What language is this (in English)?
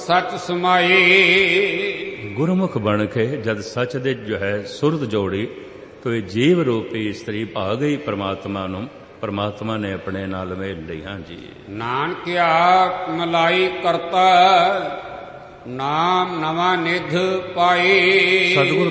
Punjabi